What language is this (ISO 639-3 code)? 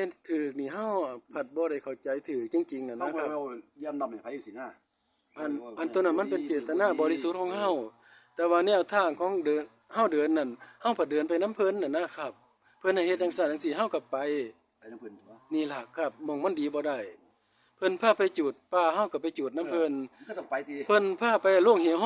tts